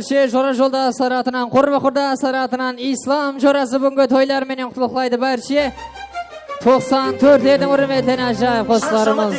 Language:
Kara-Kalpak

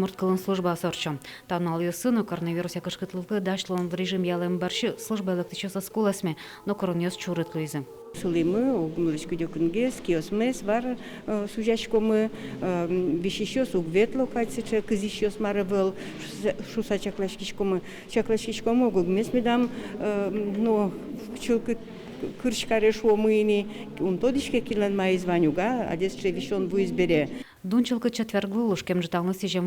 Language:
Udmurt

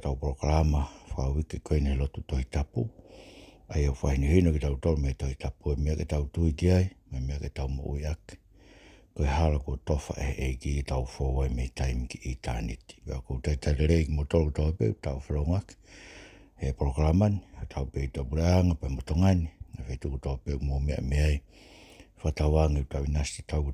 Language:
Tongan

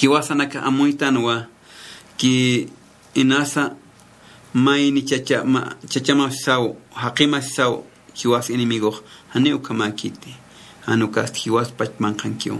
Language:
Aymara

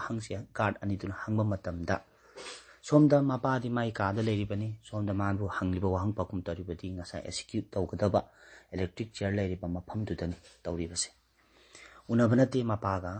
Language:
Manipuri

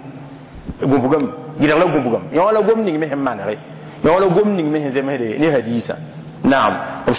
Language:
Mossi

